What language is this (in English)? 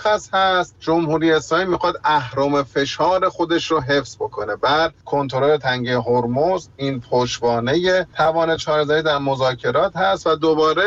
Persian